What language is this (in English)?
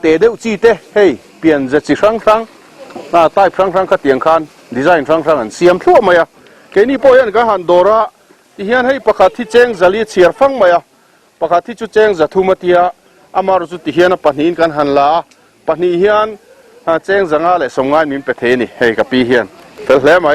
Mizo